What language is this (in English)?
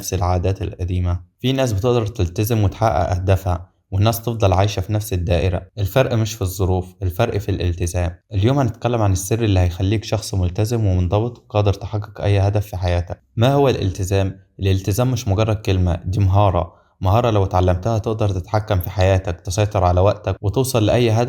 Egyptian Arabic